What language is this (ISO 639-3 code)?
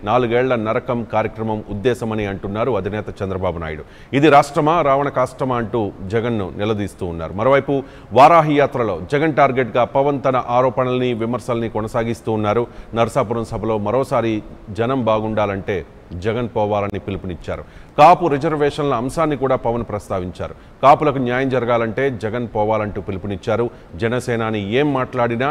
tel